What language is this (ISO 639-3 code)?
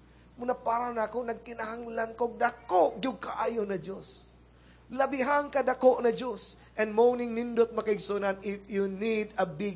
ceb